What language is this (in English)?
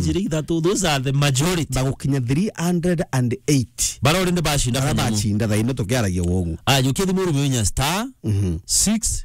Meru